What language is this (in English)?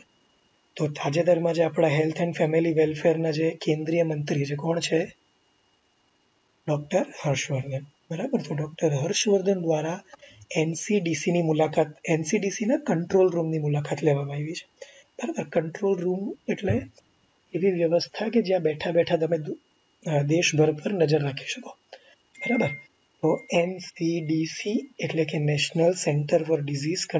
Gujarati